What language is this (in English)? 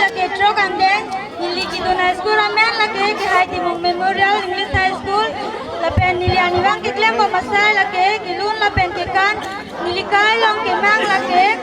Karbi